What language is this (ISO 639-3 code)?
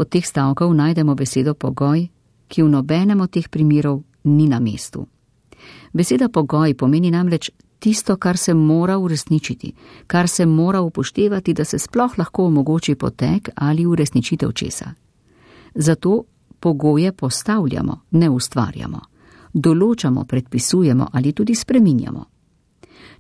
slv